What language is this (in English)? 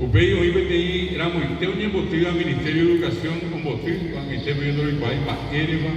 Guarani